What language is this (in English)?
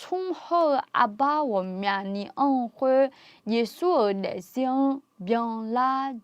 Akha